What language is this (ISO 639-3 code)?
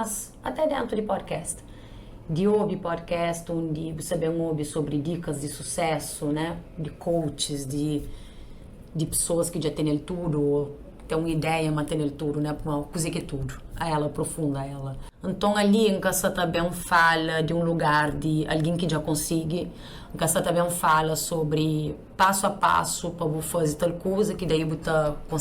kea